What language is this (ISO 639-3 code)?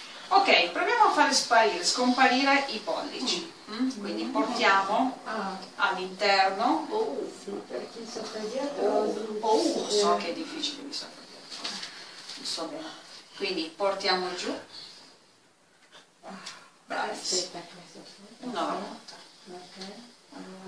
ita